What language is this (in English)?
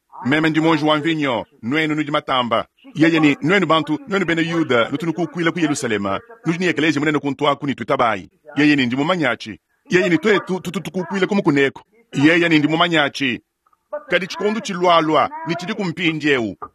Luba-Lulua